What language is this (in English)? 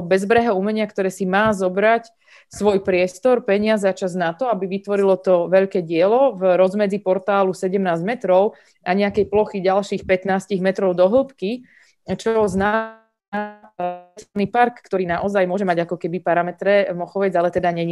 Slovak